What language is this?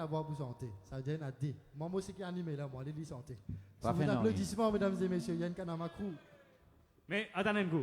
Morisyen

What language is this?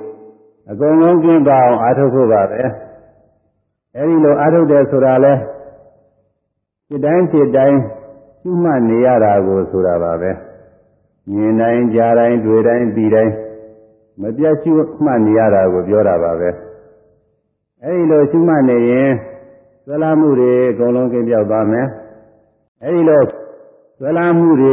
Burmese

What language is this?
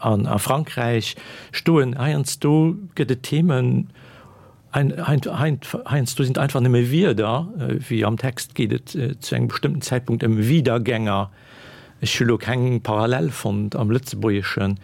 Luxembourgish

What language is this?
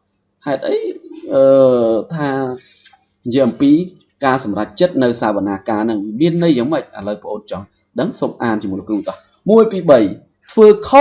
Khmer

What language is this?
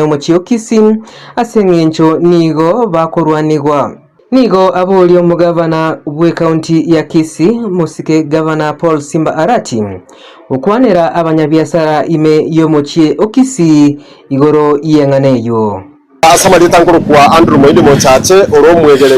Gusii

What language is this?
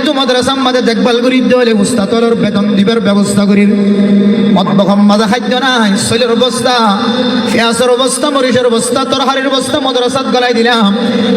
Rohingya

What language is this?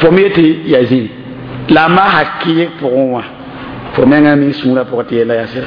Mossi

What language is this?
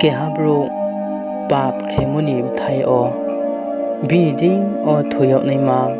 Riang (India)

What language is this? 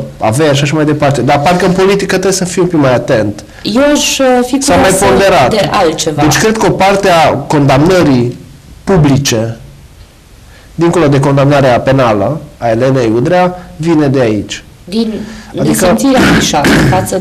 Romanian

